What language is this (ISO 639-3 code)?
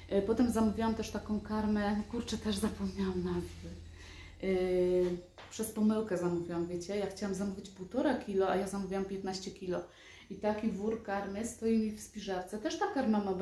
pol